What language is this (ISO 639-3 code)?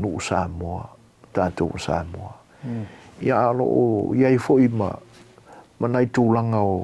smo